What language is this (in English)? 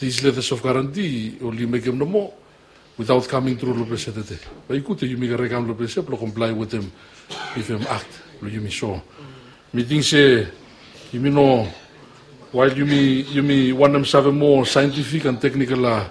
Bislama